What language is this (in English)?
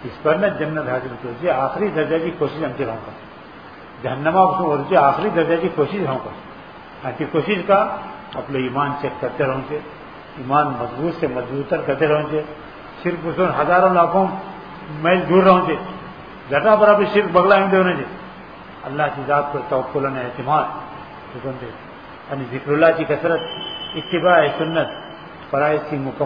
Urdu